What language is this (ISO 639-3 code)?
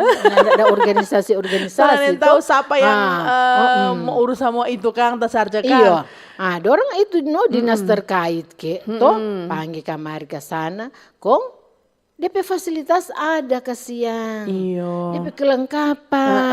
xmm